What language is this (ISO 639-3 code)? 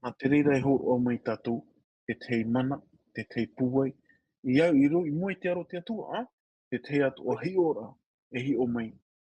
tah